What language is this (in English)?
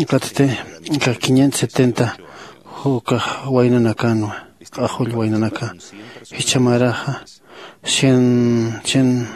Aymara